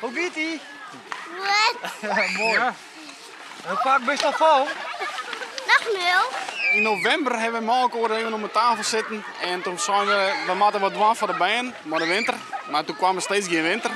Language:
Western Frisian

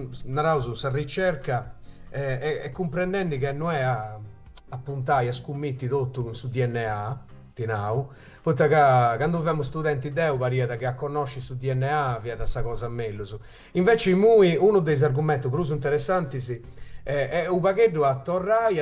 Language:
Sardinian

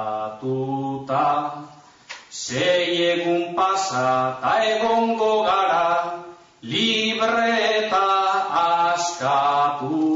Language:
Basque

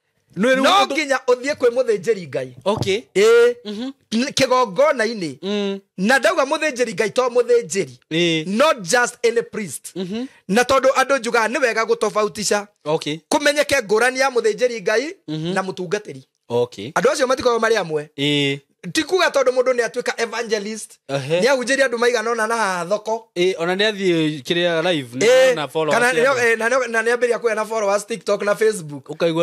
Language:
Kikuyu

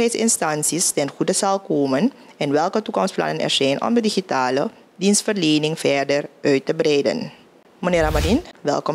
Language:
Dutch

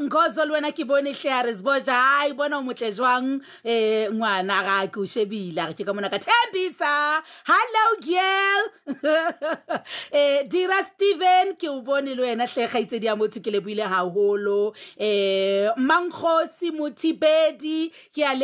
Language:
Southern Sotho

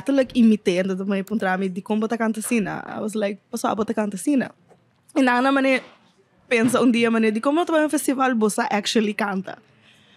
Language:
Papiamento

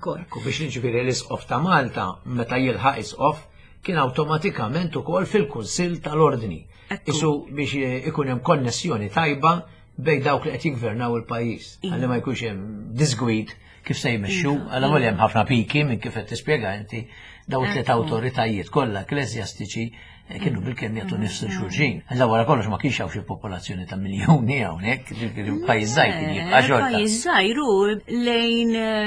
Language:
Maltese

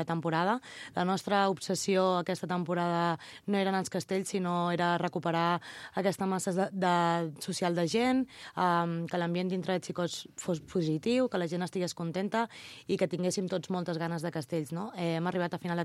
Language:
Catalan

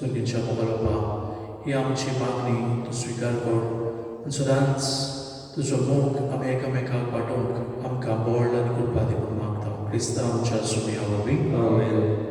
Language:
Konkani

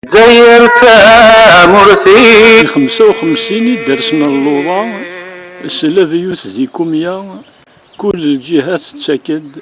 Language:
Kabyle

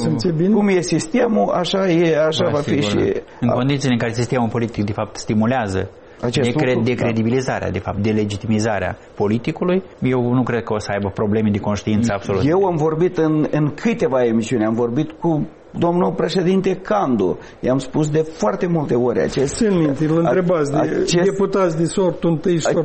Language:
Romanian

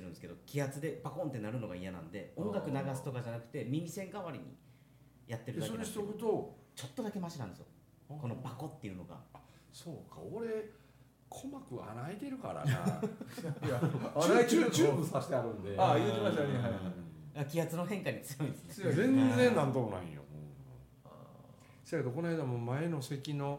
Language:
Japanese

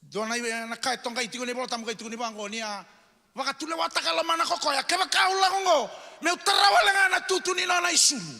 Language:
Fijian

